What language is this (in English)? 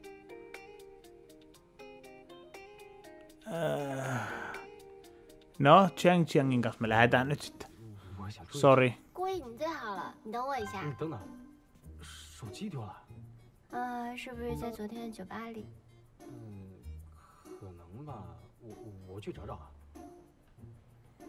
Finnish